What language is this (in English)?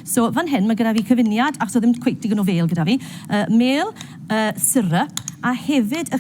Welsh